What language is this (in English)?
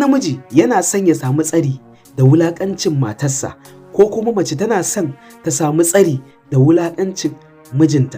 Hausa